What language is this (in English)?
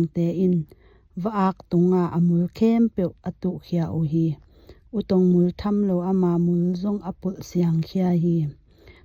Tedim Chin